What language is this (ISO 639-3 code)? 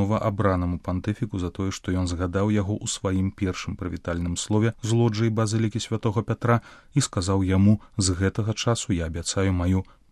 bel